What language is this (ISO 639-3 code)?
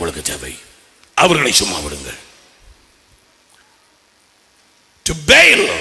tam